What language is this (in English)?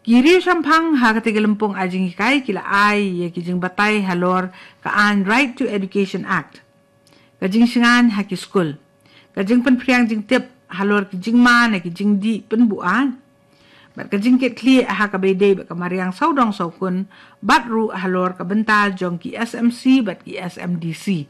Khasi